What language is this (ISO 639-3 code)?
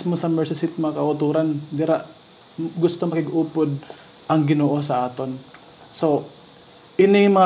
hil